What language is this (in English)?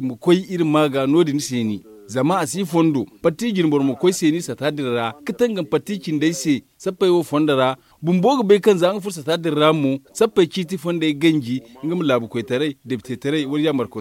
Zarma